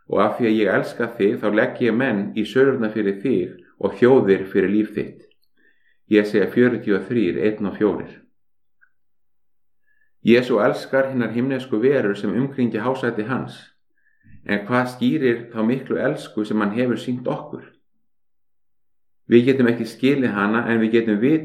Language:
Icelandic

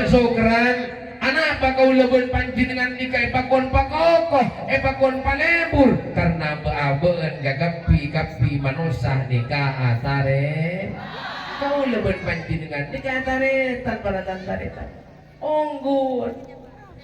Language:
Madurese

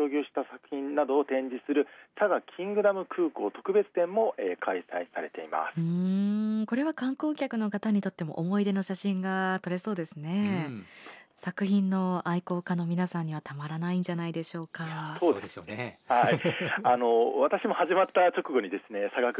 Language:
Japanese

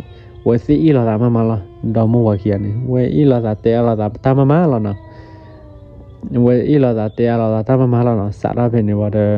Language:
S'gaw Karen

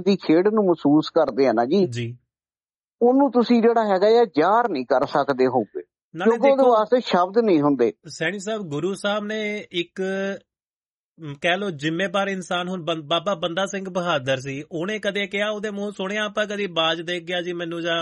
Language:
Punjabi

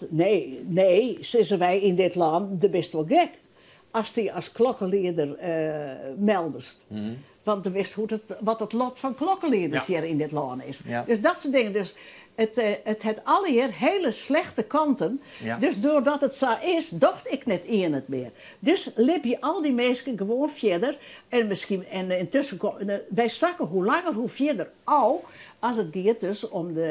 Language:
Western Frisian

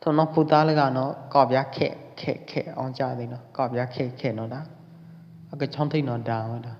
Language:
Pwo Eastern Karen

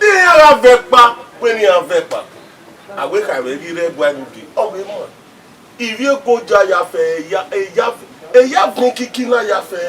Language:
Bini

